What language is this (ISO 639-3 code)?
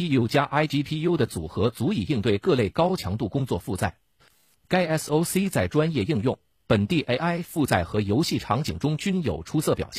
zho